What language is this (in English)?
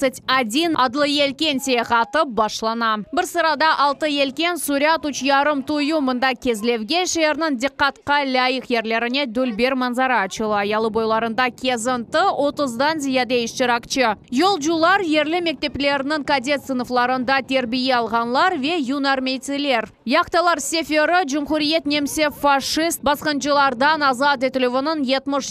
Crimean Tatar